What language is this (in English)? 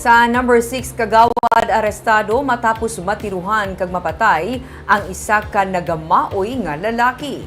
Hiligaynon